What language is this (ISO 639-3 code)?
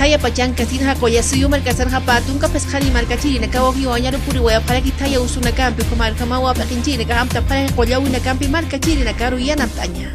aym